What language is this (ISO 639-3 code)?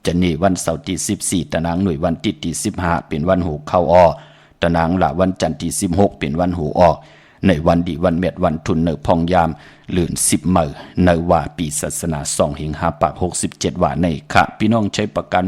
shn